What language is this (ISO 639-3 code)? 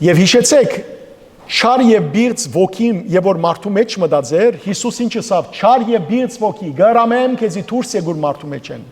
hyw